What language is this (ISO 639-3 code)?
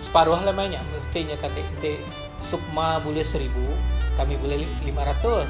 iba